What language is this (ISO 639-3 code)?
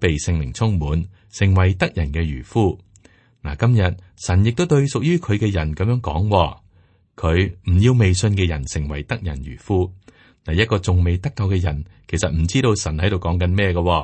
yue